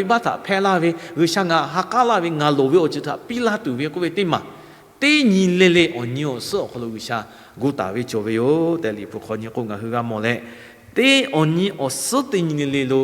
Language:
Lahu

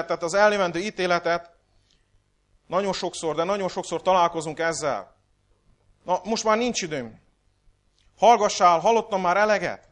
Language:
Hungarian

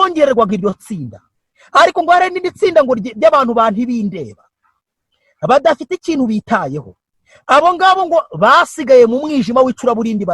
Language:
Kinyarwanda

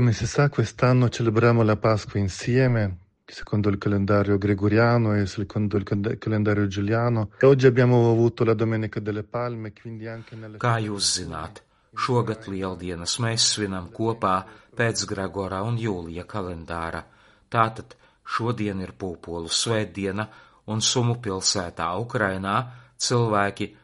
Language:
Latvian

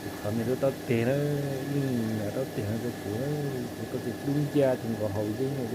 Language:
Hmong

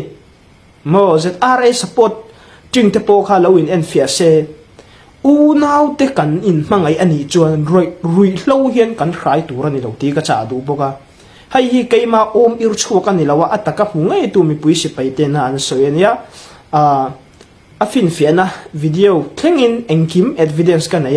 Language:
Hmar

